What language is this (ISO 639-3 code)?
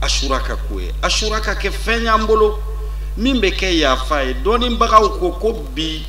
bam